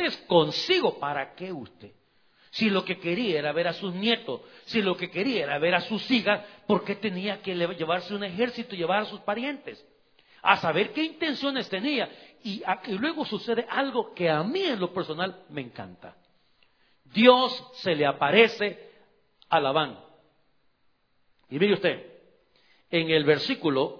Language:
Spanish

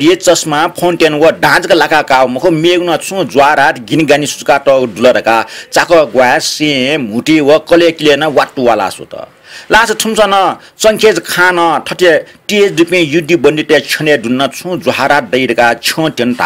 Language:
Newari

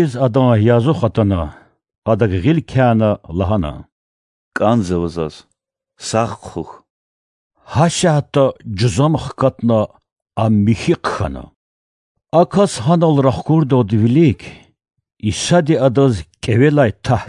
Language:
Lezghian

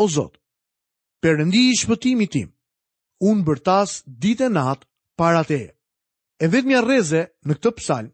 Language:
Albanian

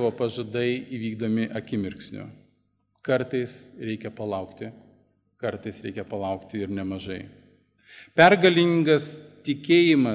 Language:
Lithuanian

